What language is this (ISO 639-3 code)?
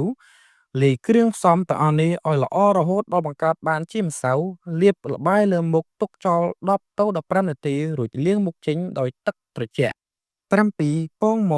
khm